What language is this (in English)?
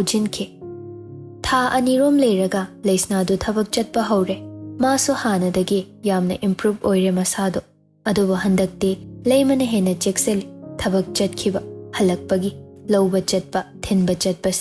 Manipuri